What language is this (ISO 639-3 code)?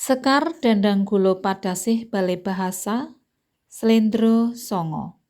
jav